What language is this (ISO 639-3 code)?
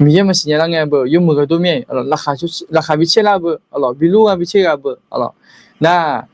ahk